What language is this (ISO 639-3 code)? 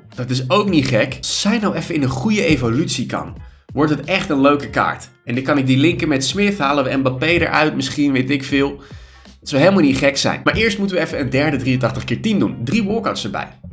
nld